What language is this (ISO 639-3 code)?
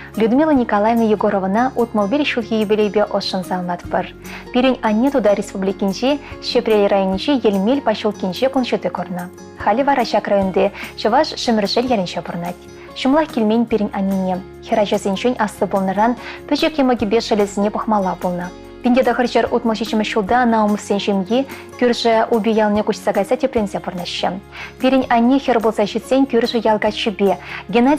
chv